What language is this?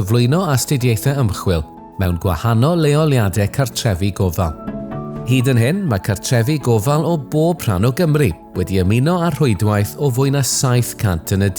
Welsh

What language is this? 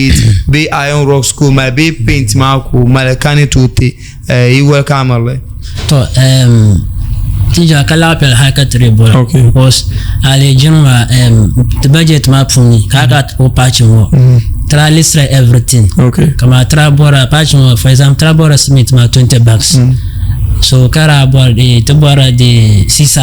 Dagbani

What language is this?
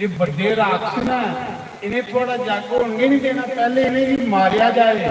Dogri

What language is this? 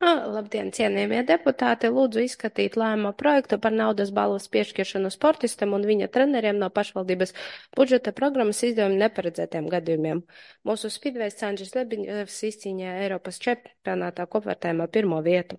Latvian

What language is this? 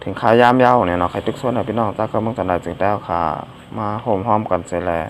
Shan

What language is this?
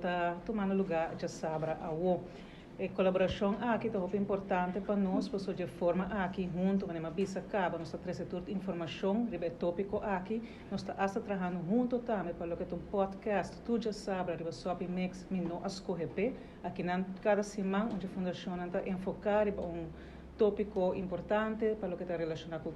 Papiamento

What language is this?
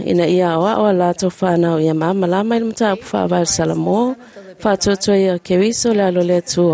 Samoan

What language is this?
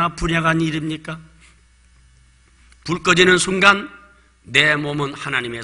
Korean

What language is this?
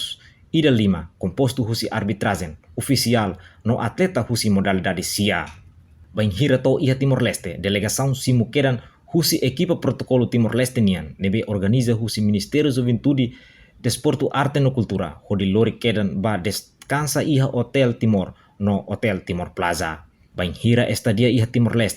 Tetum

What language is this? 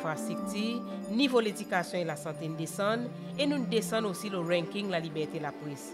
Seselwa Creole French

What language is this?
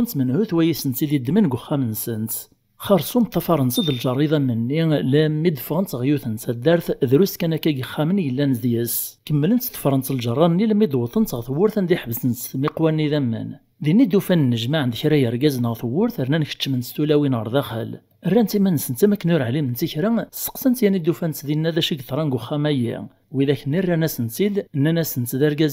Kabyle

